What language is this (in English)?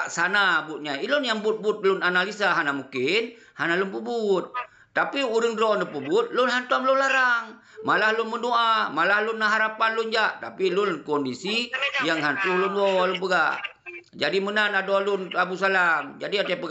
Achinese